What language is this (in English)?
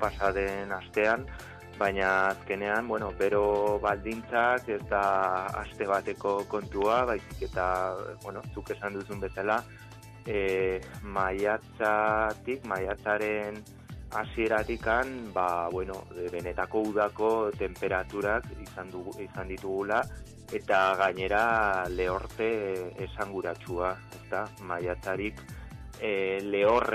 Basque